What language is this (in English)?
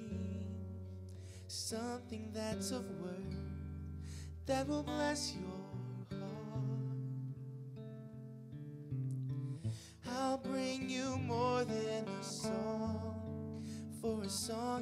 English